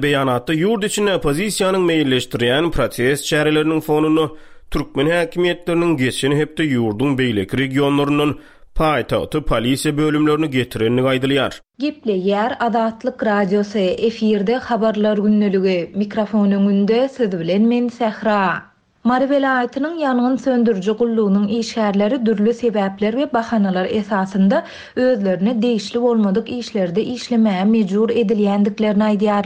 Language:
Turkmen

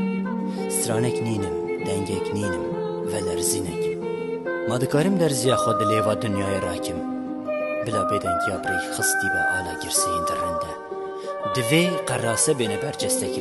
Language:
Kurdish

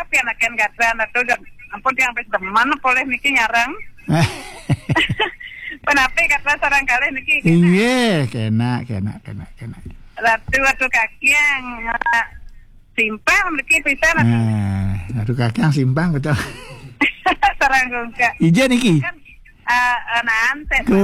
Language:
Balinese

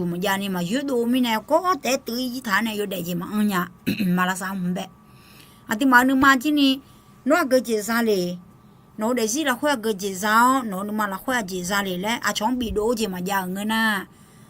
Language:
Akha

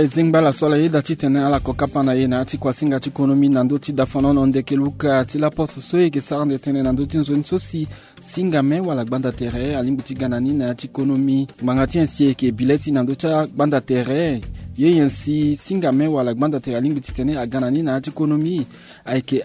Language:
Sango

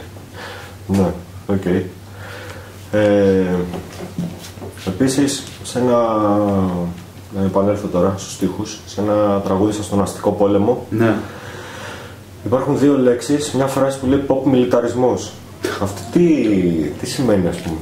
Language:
Greek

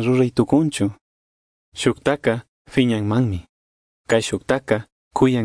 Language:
Chimborazo Highland Quichua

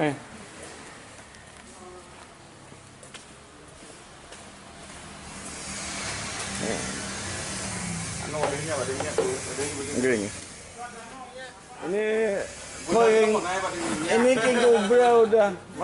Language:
Indonesian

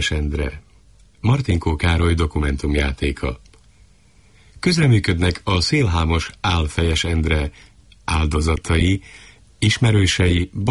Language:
Hungarian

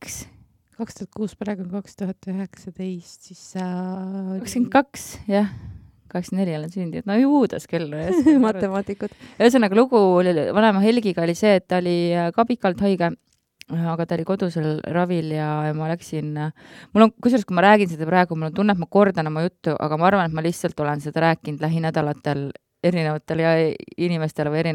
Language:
Estonian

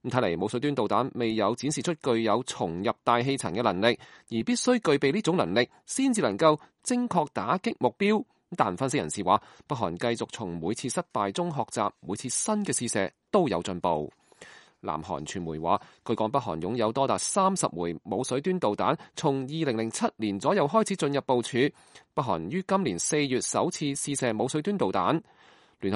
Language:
Cantonese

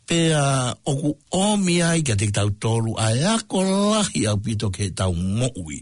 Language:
Tongan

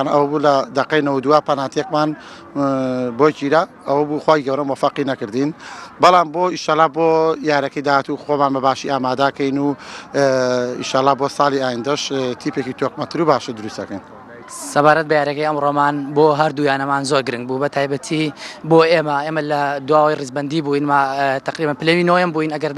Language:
Central Kurdish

